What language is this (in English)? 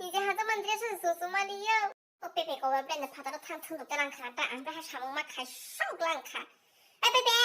Kok Borok